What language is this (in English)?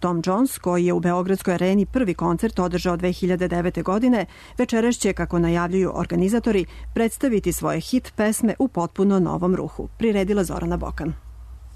Serbian